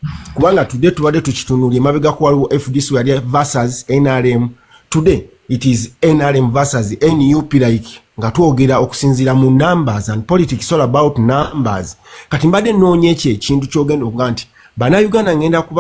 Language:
Ganda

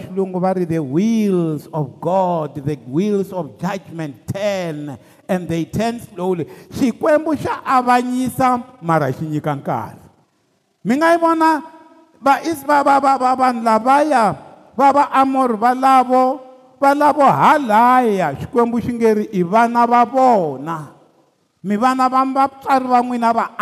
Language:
Tsonga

